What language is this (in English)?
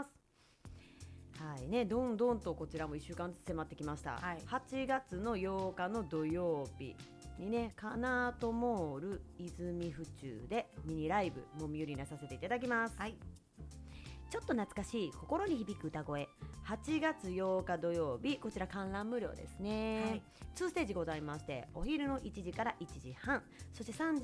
Japanese